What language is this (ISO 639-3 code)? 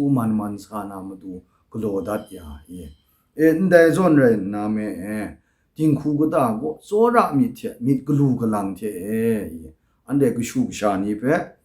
kac